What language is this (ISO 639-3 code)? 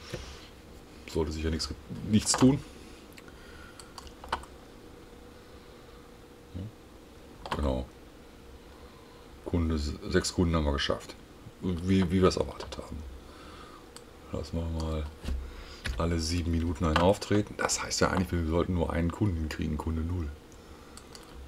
deu